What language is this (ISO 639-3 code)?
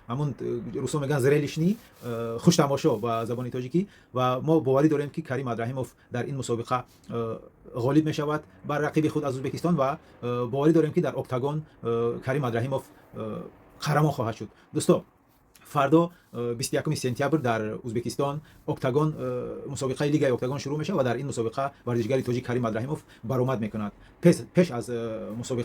tgk